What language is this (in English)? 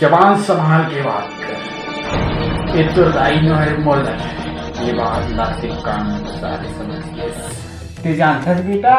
Chhattisgarhi